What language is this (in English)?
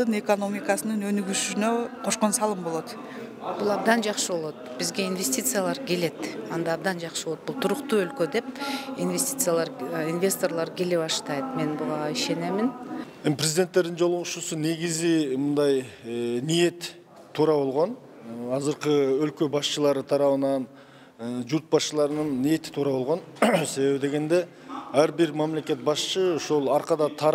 Kyrgyz